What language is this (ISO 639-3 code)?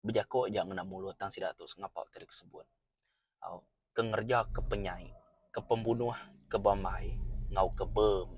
iba